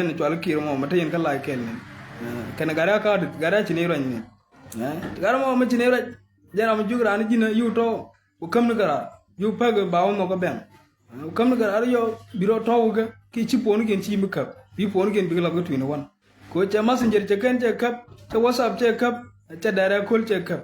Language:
Nuer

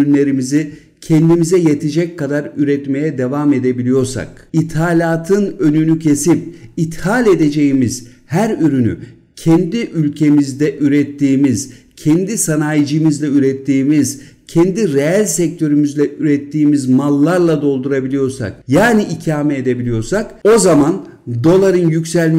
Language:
Turkish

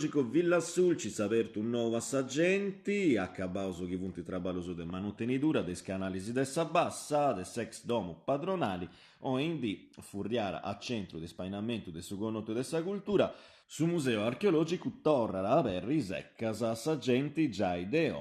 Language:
Sardinian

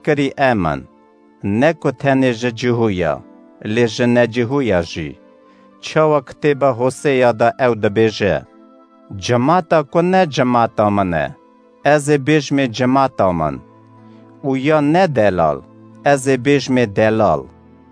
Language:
Kurdish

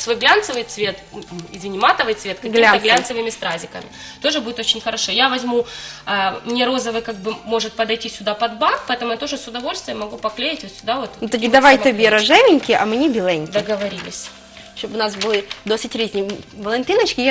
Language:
Ukrainian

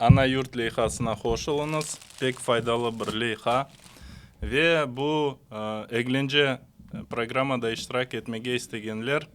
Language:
Crimean Tatar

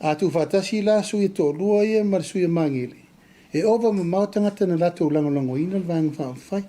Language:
Samoan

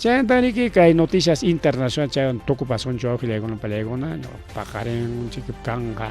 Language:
Ayacucho Quechua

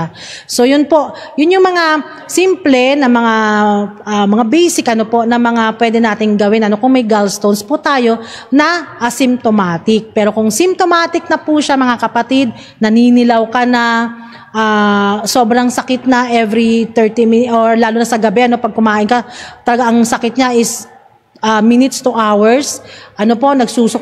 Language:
Filipino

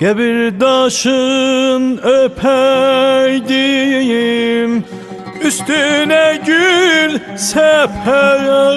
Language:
South Azerbaijani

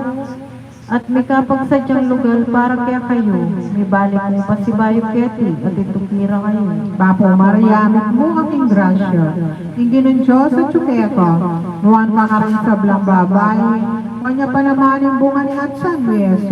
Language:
Pampanga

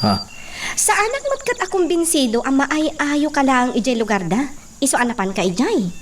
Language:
Iloko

